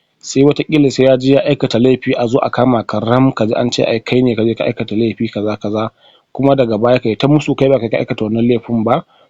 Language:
Hausa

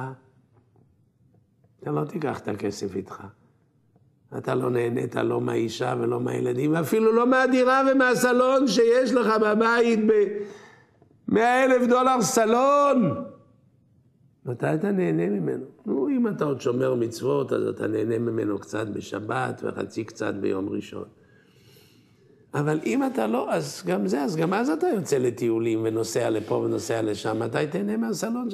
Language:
Hebrew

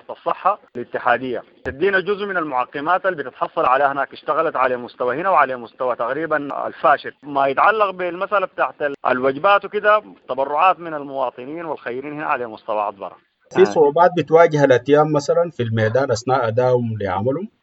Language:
Sudanese Arabic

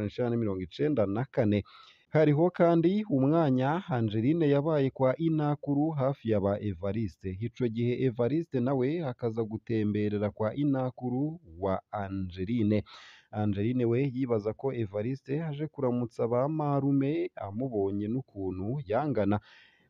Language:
Rundi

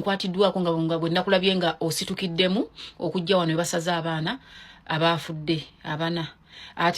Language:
Ganda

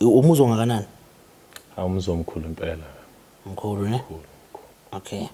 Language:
Zulu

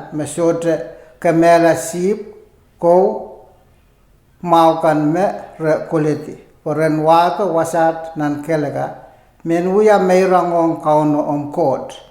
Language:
Pohnpeian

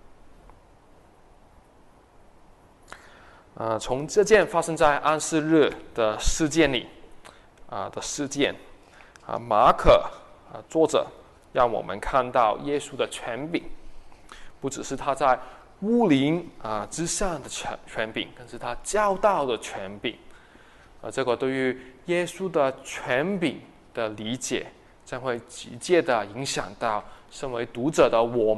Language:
Chinese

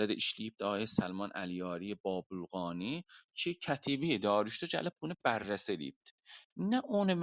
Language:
South Azerbaijani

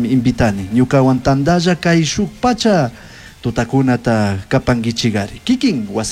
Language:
Chimborazo Highland Quichua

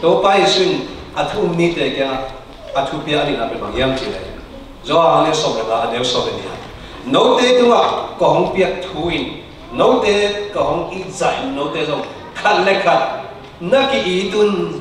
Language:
Tedim Chin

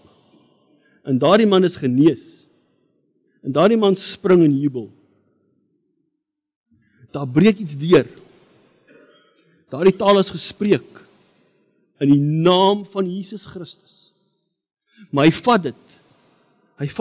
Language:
Afrikaans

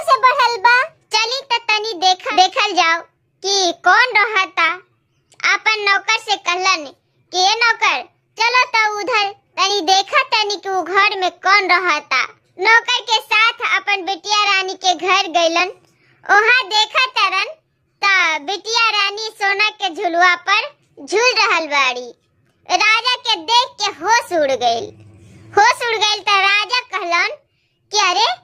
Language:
Bhojpuri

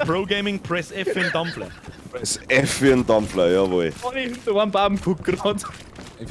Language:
Bavarian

